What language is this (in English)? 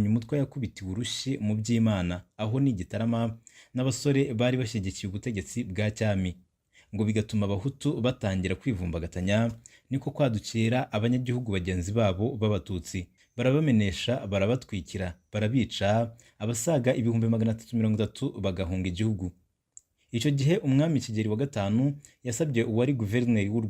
Kinyarwanda